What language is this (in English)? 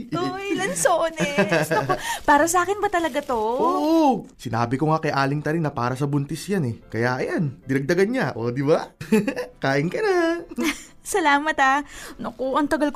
Filipino